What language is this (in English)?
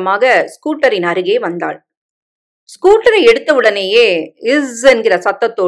Tamil